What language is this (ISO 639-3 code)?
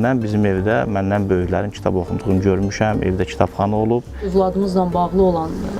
aze